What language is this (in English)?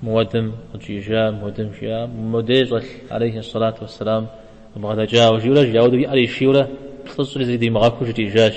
Kabardian